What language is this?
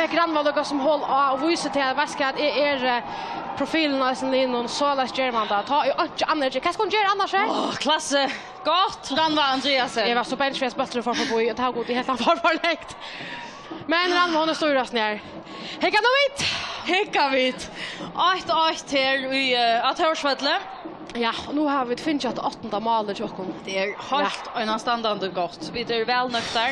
Faroese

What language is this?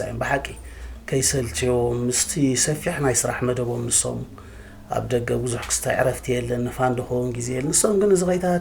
Tigrinya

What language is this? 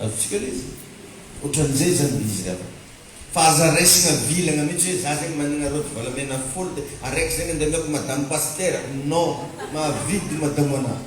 Malagasy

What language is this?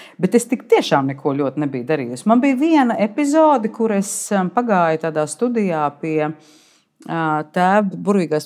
Latvian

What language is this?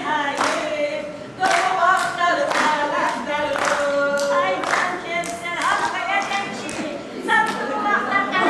Tabassaran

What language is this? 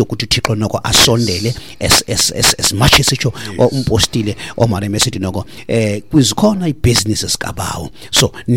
Xhosa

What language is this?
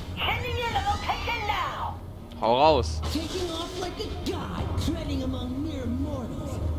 Palatine German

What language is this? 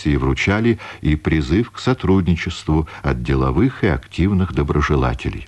Russian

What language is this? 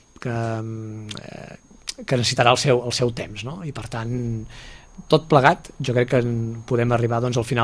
Catalan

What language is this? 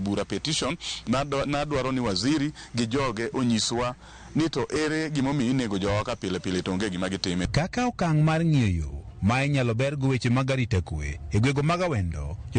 Luo (Kenya and Tanzania)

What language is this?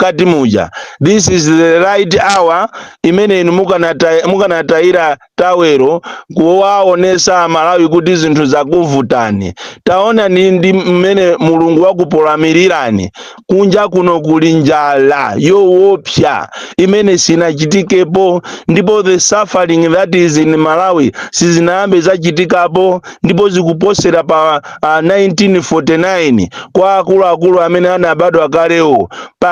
Nyanja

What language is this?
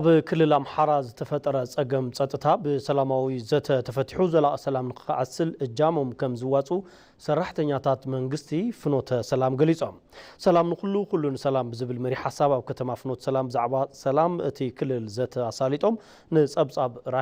Tigrinya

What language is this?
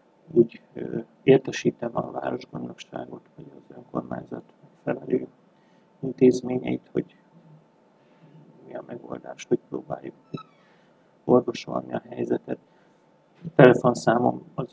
Hungarian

